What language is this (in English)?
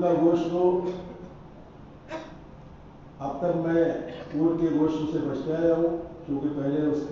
Urdu